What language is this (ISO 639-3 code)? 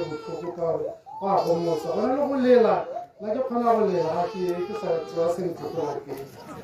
tsn